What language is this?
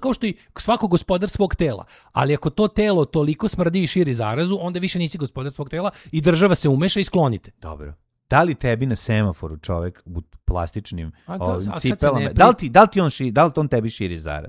Serbian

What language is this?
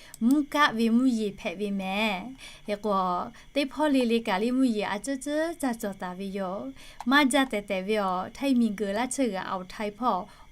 Lahu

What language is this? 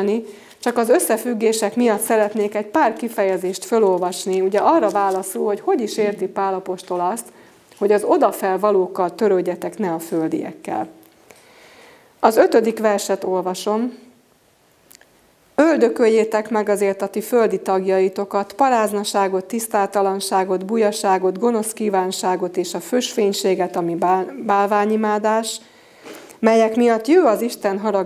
Hungarian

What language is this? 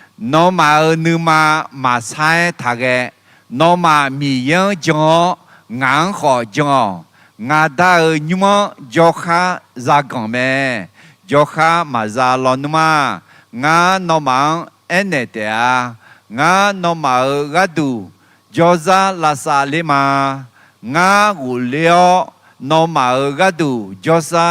Akha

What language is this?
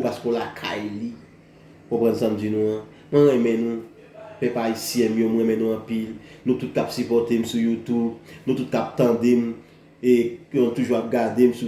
Haitian Creole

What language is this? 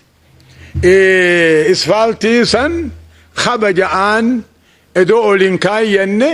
Oromo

